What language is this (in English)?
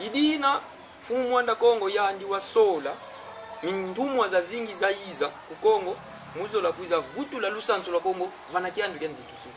Kongo